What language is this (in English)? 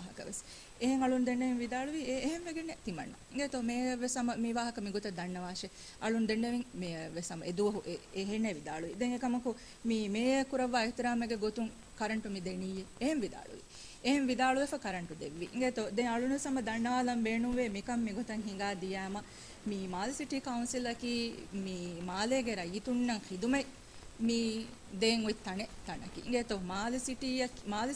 Divehi